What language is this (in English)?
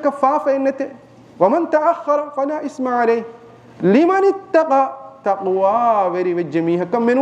Divehi